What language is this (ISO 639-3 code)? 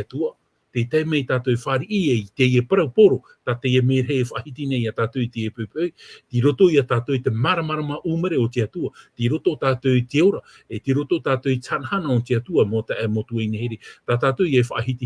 tah